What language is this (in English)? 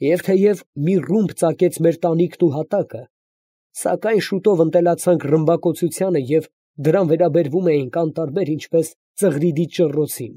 Armenian